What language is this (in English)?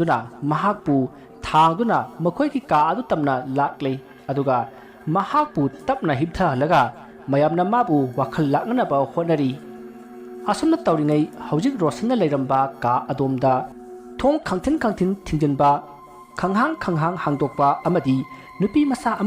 Manipuri